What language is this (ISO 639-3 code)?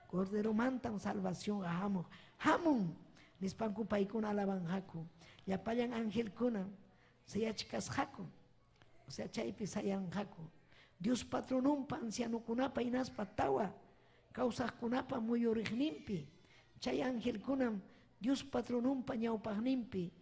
quy